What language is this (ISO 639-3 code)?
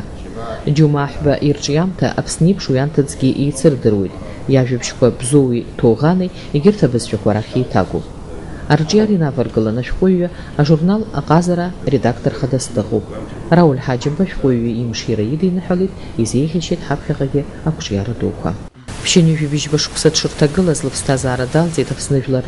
abk